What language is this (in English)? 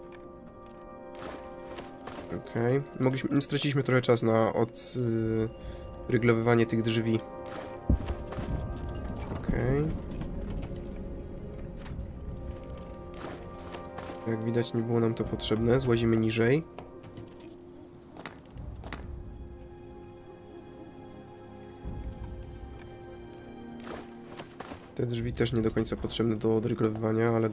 Polish